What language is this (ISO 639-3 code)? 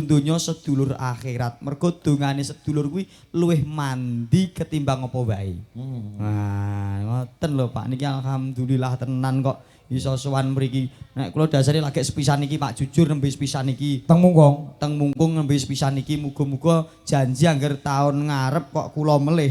jav